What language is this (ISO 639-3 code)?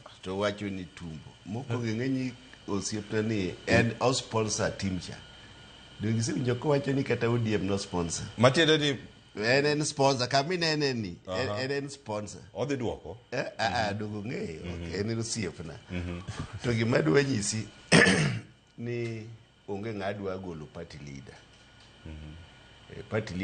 luo